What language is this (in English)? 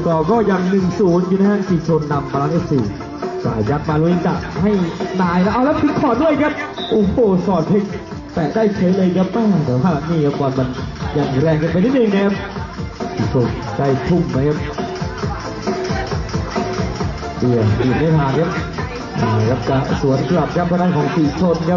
Thai